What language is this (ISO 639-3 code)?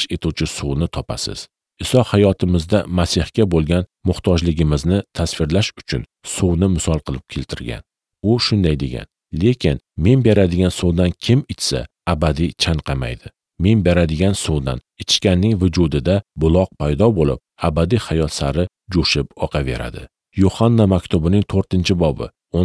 uzb